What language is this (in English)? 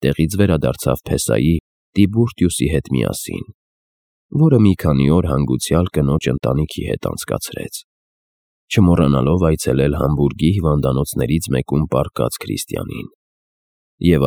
Armenian